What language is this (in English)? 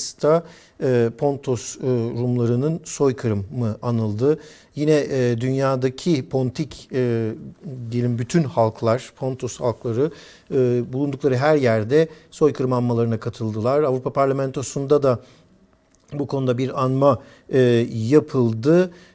Turkish